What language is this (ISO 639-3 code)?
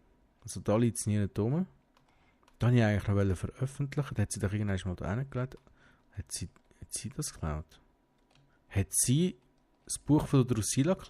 gsw